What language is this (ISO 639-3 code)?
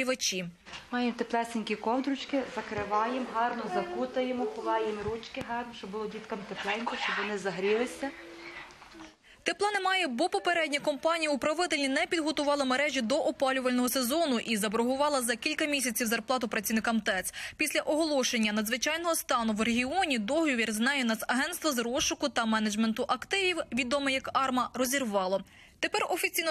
ukr